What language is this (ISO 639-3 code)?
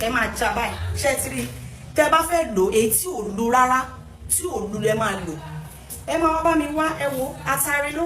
yor